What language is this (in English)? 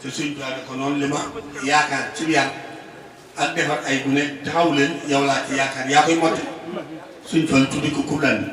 Wolof